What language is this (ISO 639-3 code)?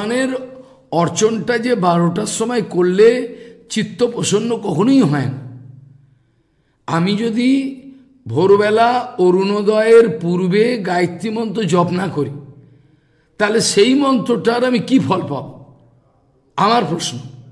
ben